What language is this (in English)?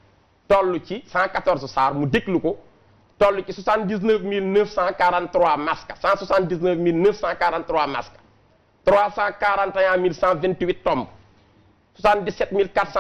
Wolof